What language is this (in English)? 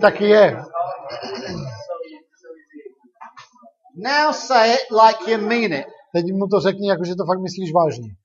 Czech